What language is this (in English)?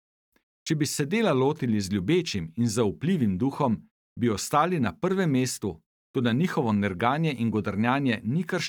Slovenian